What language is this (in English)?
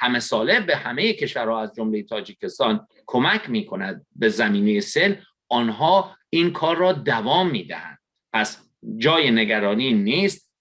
Tajik